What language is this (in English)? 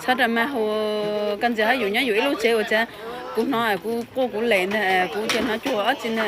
Hmong